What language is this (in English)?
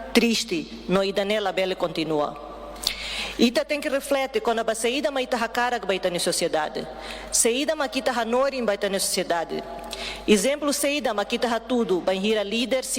Tetum